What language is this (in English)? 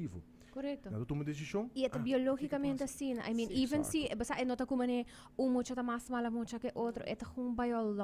Papiamento